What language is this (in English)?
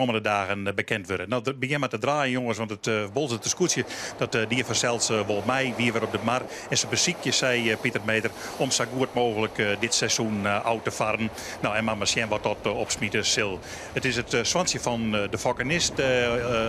Western Frisian